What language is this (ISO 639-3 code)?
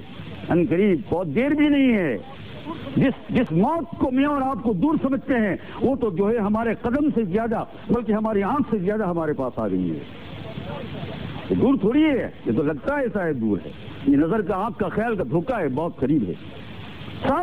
urd